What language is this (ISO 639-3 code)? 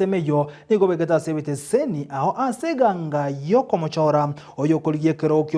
guz